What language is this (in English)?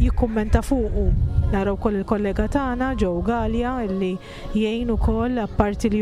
Maltese